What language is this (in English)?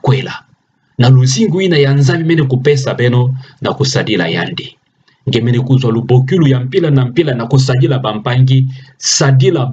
Kituba (Democratic Republic of Congo)